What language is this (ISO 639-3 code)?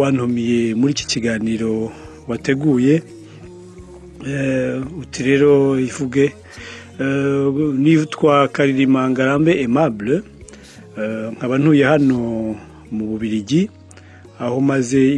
kin